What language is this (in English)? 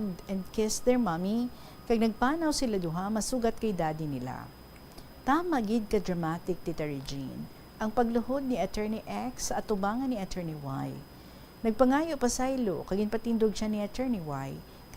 Hiligaynon